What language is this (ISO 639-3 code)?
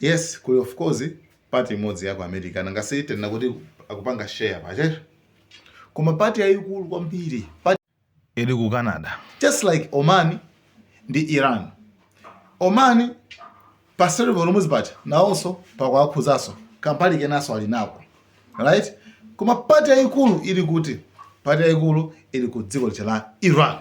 nya